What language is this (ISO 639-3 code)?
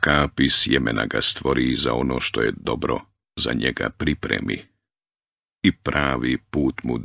bos